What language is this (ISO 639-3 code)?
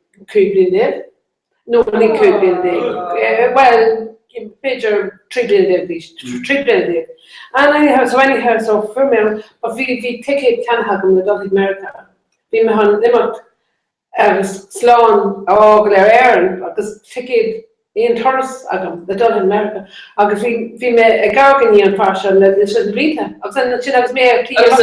gle